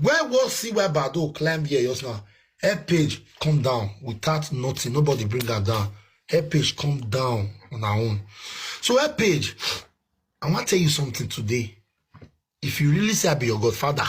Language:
Nigerian Pidgin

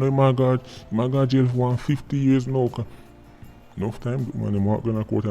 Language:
Jamaican Creole English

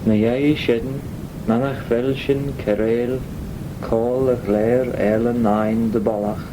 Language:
Manx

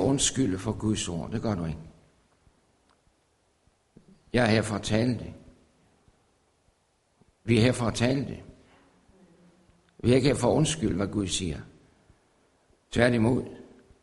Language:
Danish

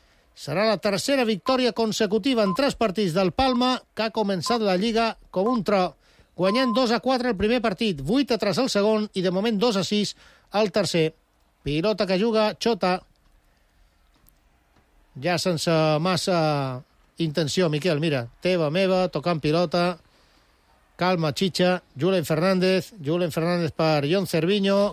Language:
Catalan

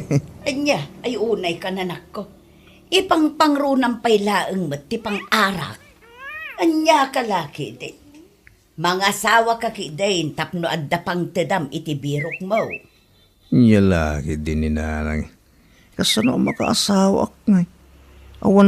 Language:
Iloko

